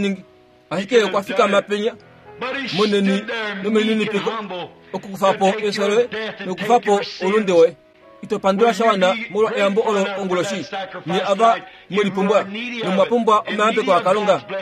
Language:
Kuanyama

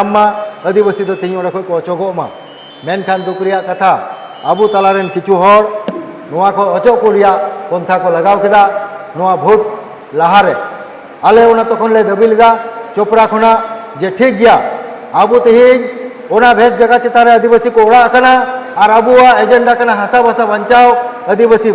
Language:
Santali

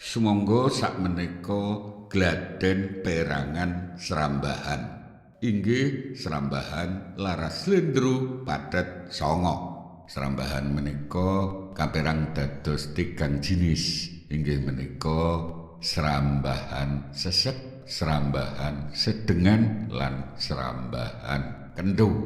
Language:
Javanese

